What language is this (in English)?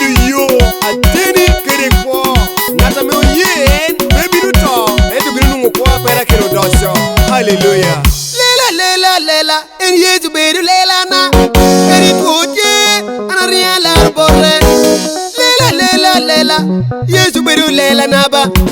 Lango (Uganda)